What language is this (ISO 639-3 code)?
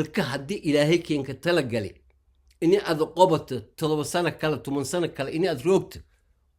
som